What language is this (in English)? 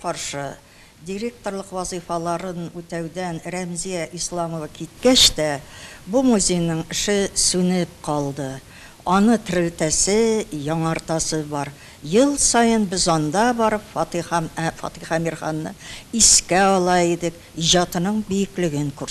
Tatar